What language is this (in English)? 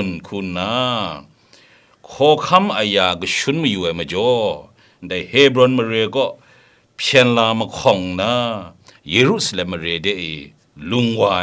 Kachin